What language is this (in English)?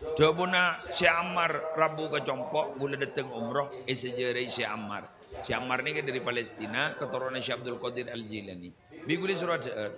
Madurese